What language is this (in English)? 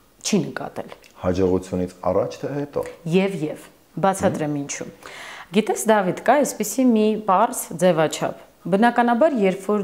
Armenian